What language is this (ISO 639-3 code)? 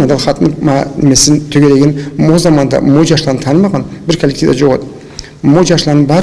krc